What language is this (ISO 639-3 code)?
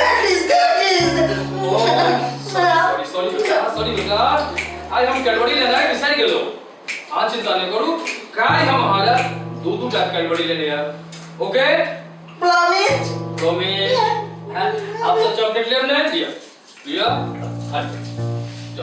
mai